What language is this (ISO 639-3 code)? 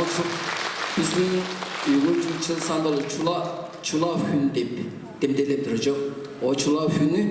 tyv